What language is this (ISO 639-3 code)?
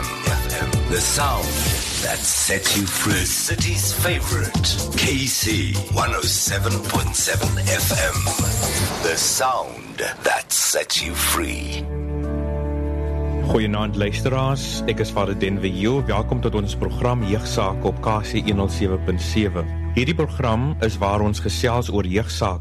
afr